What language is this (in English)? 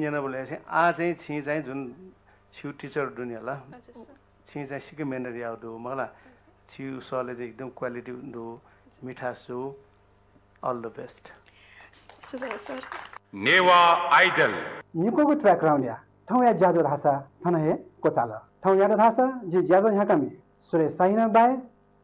Newari